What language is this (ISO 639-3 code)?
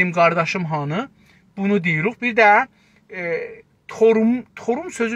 azb